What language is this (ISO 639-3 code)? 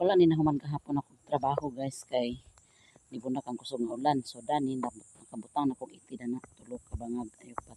ceb